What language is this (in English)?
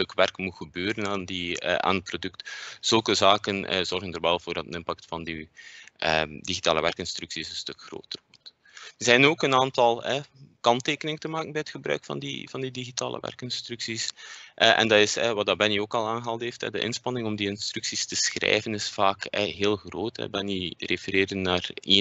Dutch